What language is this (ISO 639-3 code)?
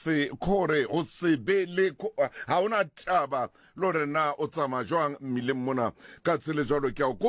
sot